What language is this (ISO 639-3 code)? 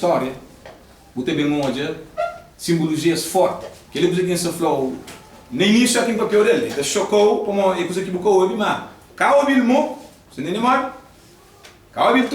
kea